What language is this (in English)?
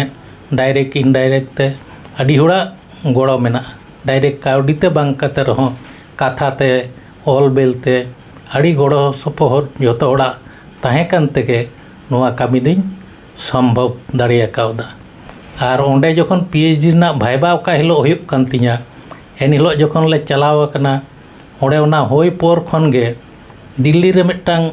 Santali